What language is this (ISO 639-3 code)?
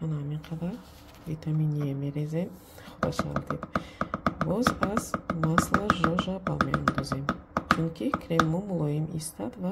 tgk